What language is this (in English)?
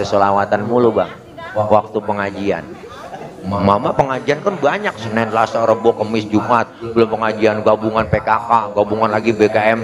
Betawi